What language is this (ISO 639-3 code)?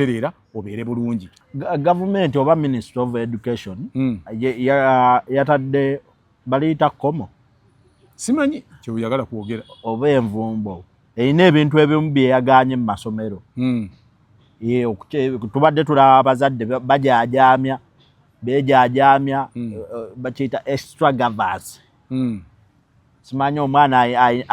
lug